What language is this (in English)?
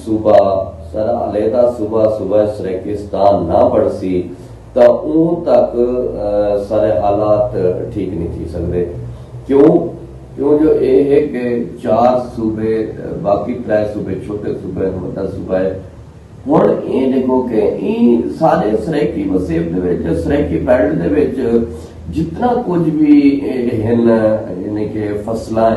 Saraiki